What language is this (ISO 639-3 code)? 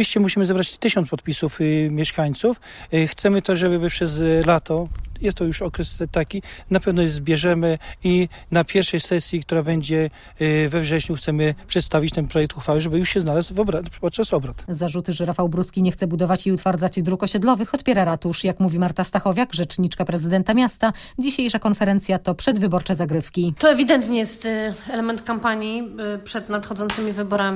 pol